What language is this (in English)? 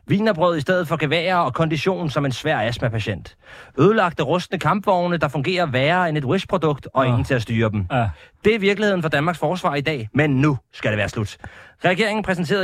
Danish